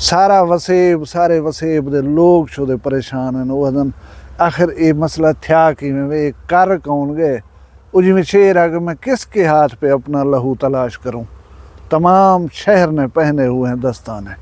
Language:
Saraiki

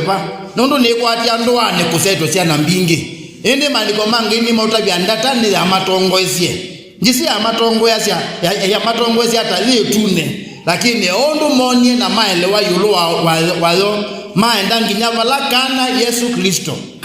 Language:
Kamba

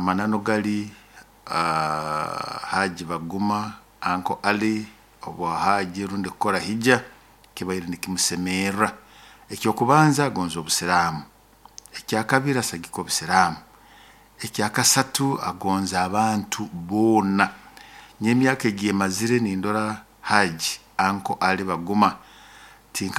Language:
Nyoro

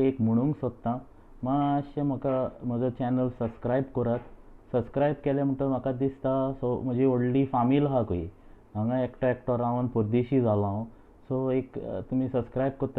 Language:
Konkani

